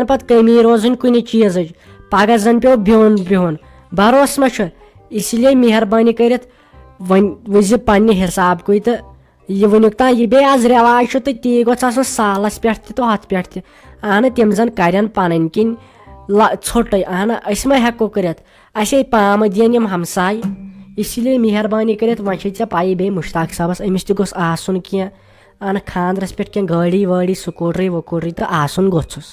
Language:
Kashmiri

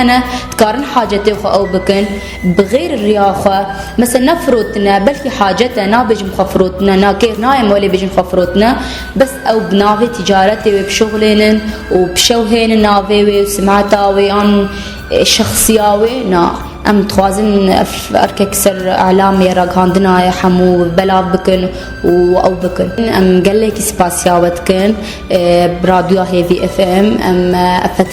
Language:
Kurdish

